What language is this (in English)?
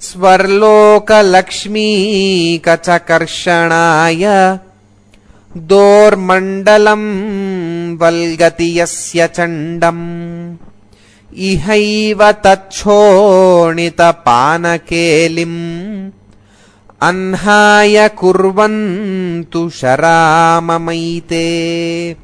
Sanskrit